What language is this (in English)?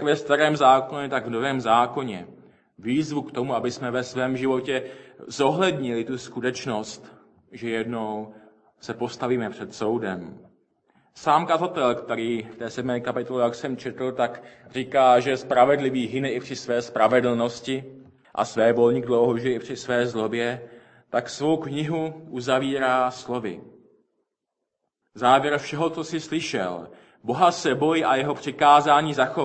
Czech